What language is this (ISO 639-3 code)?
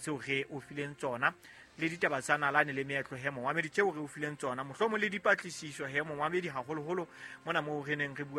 sot